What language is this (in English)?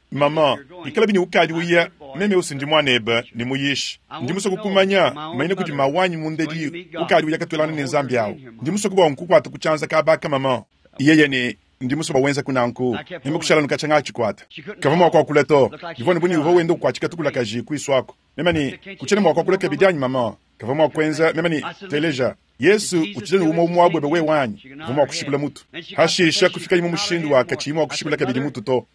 Luba-Lulua